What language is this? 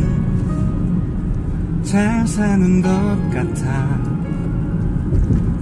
Korean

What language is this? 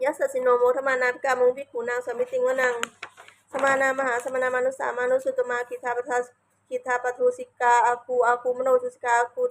Pali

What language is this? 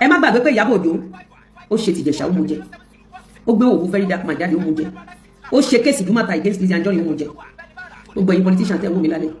Yoruba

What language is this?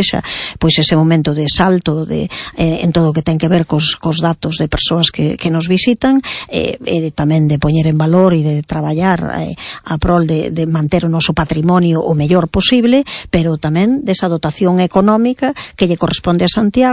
Galician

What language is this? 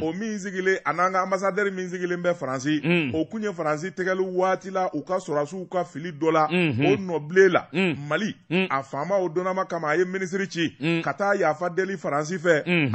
Bambara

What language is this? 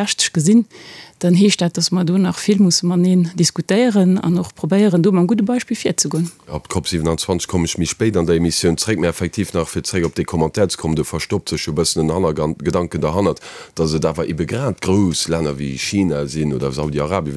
Luxembourgish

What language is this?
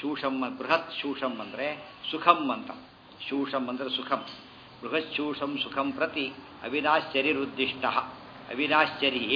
Kannada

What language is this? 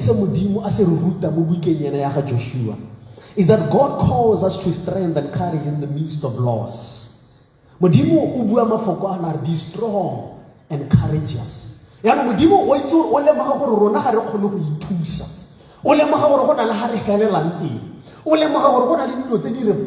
Tswana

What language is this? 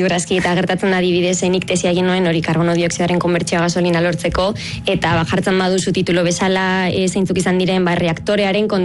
Basque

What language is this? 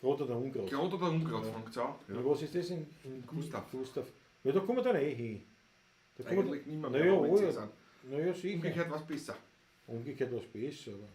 Bavarian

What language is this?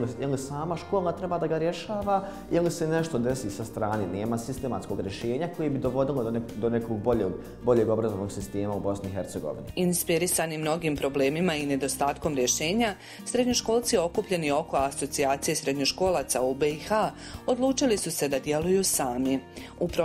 Bosnian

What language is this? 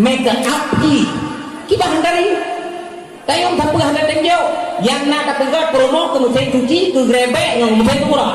Achinese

